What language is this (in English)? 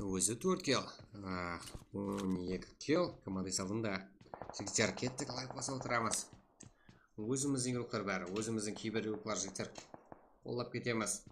Kara-Kalpak